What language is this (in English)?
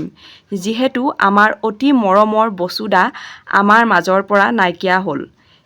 Assamese